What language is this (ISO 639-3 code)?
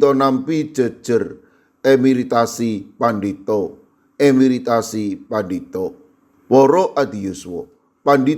jav